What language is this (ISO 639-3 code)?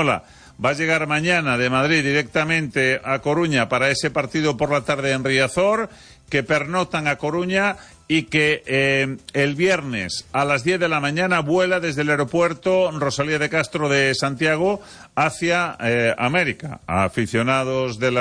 spa